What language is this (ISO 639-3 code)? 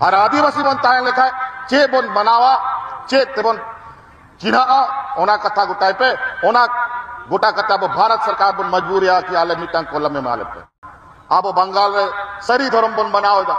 sat